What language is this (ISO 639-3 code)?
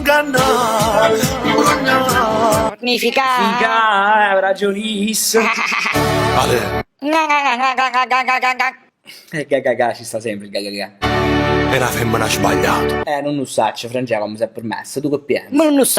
nap